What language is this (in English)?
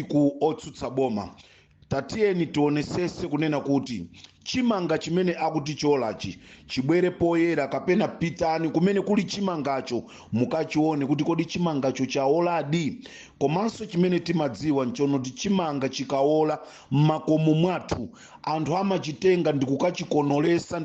Nyanja